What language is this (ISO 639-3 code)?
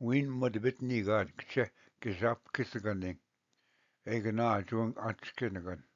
oji